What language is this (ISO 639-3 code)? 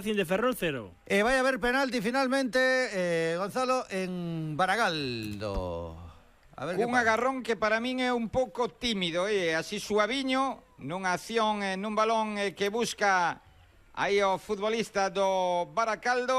glg